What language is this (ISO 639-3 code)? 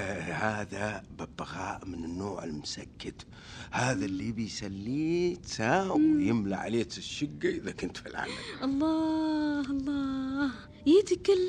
ars